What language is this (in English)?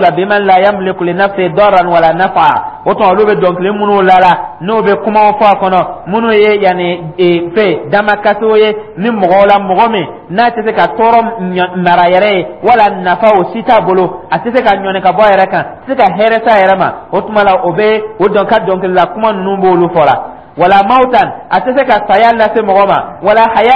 Dyula